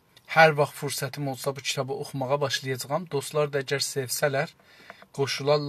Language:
South Azerbaijani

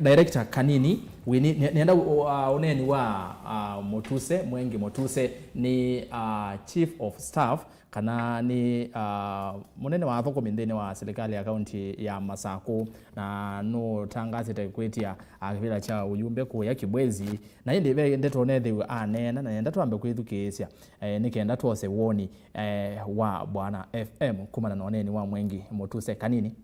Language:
Kamba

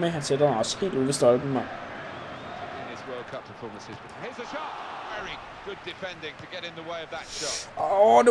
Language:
Danish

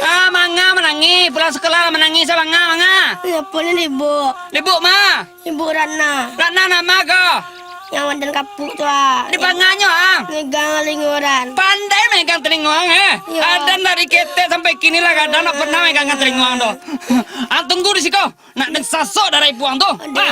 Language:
Minangkabau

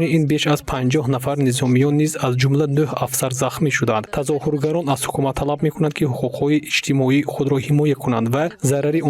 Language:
Tajik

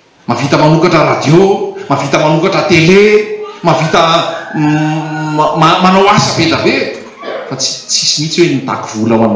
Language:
Malagasy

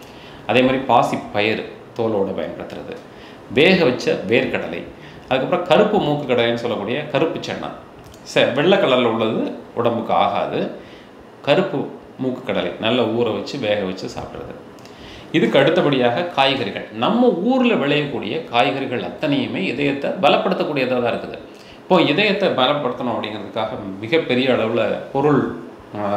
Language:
Tamil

